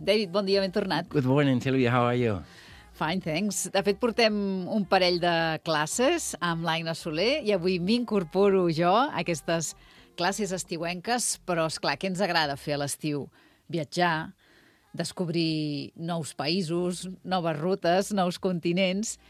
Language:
Catalan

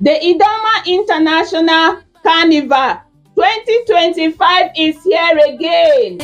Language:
Idoma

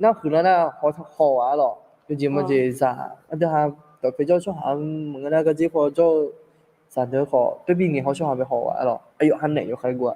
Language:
Akha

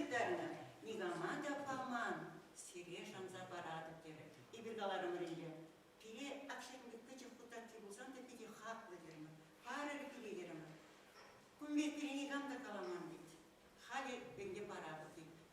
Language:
Chuvash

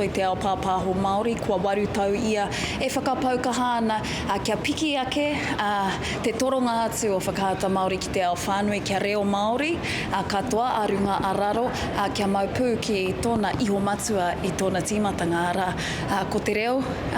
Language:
Māori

